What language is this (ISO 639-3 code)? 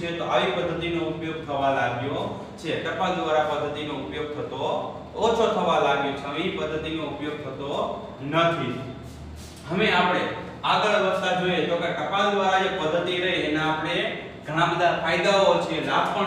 guj